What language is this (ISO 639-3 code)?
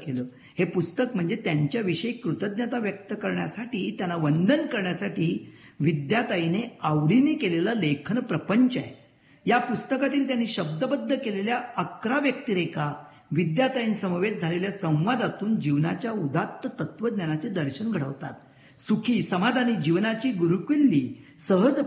mar